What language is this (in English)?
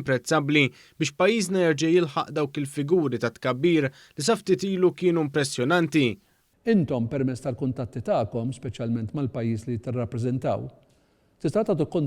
Maltese